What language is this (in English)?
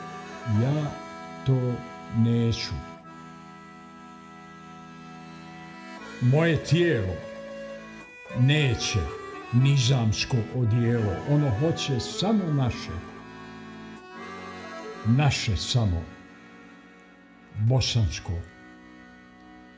Bosnian